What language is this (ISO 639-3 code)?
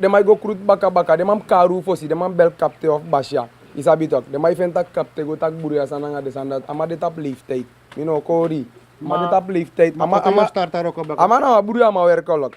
srn